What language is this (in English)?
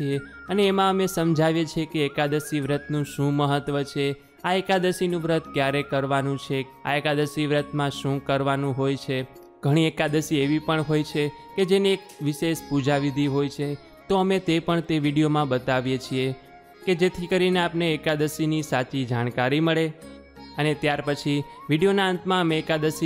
Gujarati